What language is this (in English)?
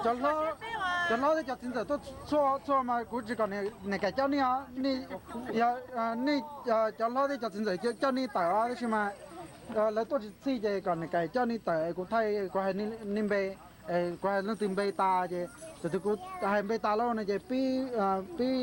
Hmong